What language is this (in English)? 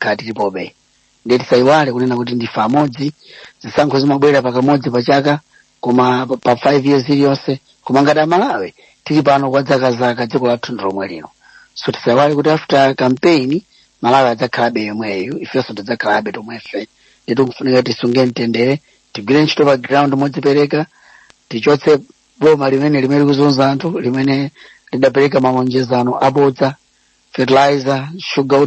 Nyanja